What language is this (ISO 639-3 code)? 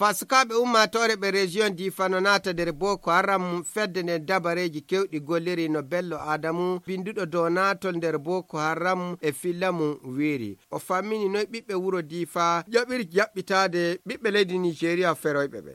ful